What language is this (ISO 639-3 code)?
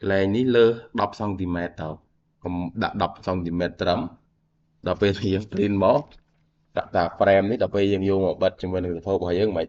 khm